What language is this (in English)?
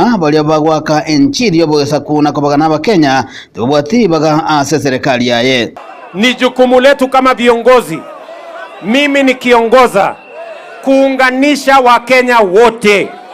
Gusii